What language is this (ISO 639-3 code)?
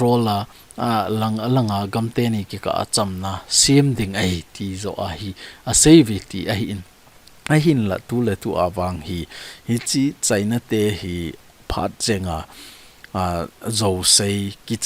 tcz